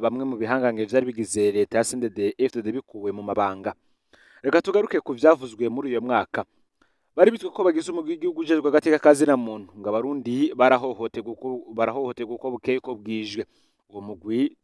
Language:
Rundi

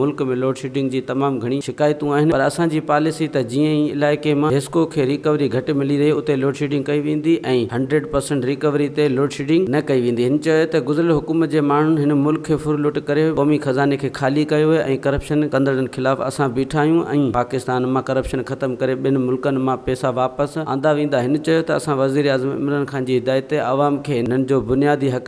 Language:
Sindhi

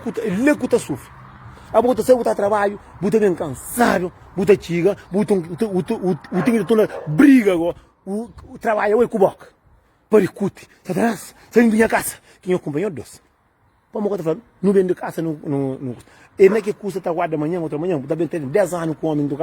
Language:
Kabuverdianu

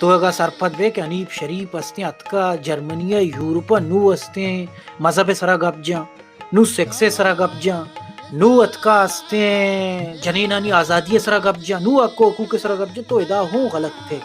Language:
Baluchi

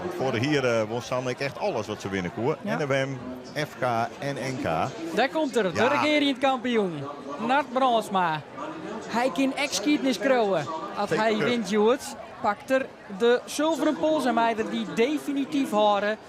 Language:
Western Frisian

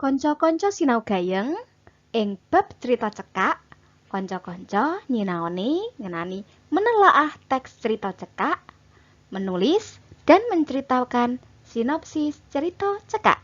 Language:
Javanese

